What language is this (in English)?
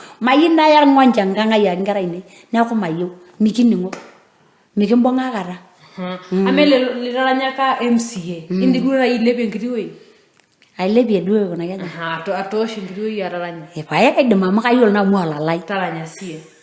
Masai